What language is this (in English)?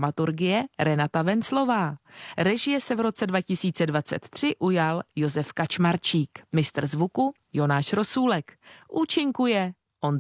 Czech